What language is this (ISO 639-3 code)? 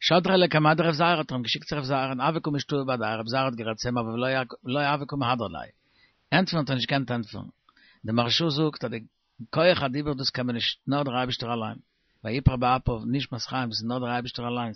yid